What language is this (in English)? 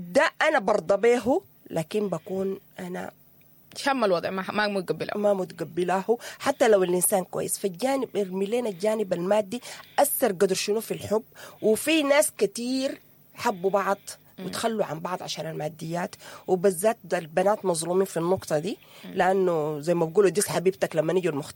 Sudanese Arabic